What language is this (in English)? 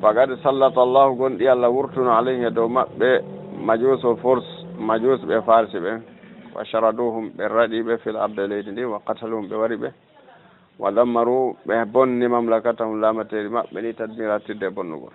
Fula